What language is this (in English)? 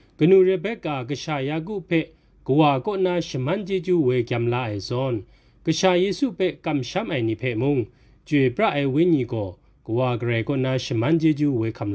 Kachin